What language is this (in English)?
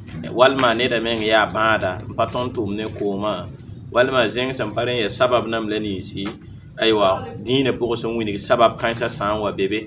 Mossi